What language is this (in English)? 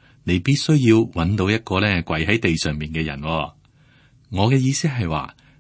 Cantonese